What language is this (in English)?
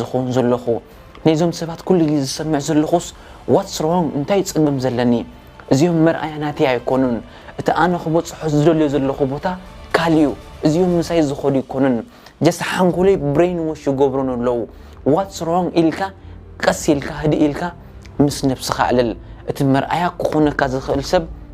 Tigrinya